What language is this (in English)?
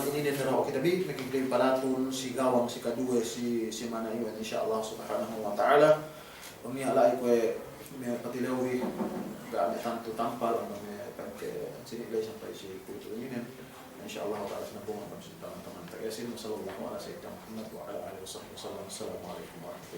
Yakan